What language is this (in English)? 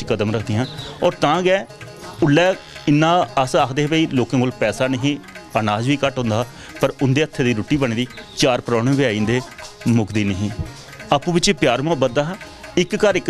Dogri